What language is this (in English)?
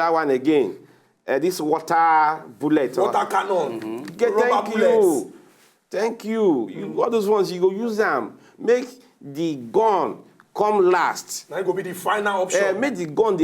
Nigerian Pidgin